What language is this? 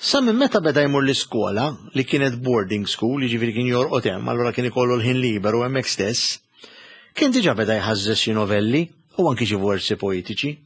Maltese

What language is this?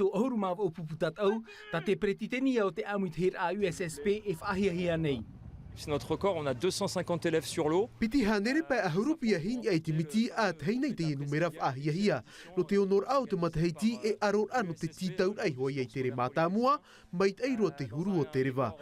Tahitian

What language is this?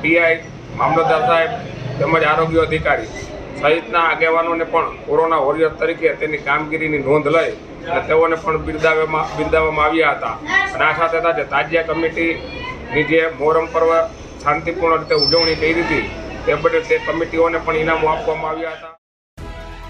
Gujarati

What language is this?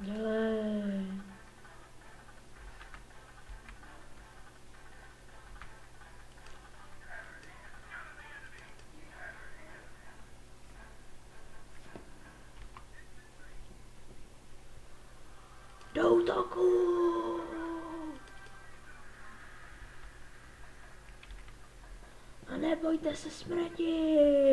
Czech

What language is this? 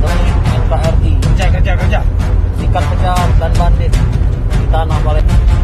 Musi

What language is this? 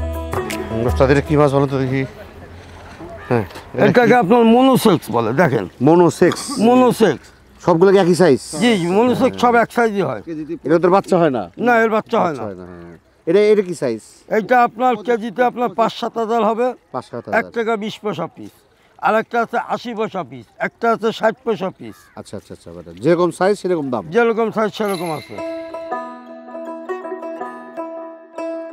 Bangla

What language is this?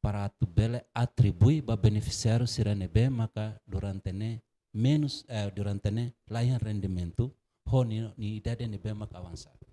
Tetum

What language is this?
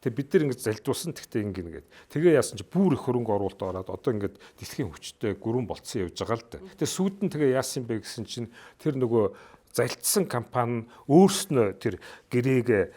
Mongolian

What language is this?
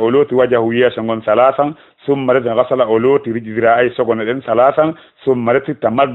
Fula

